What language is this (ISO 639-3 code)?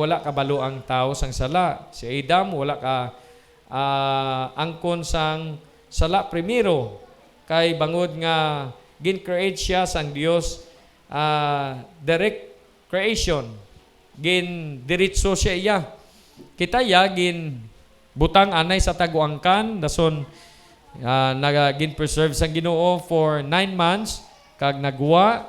hil